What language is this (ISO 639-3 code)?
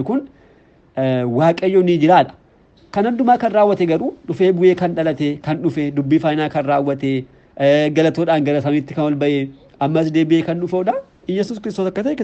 orm